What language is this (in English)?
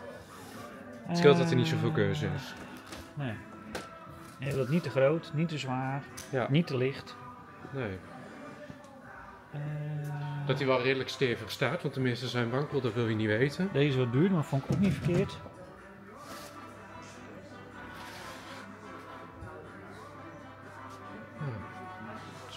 Dutch